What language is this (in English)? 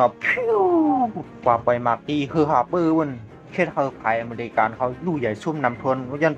Shan